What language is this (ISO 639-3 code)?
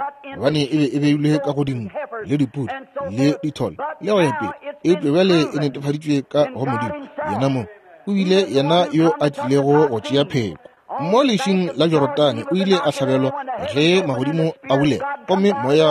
nso